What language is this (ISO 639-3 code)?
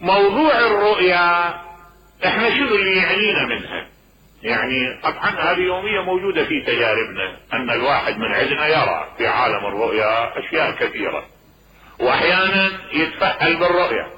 acm